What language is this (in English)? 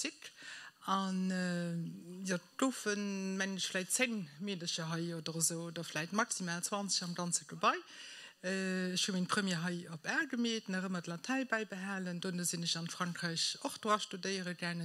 Luxembourgish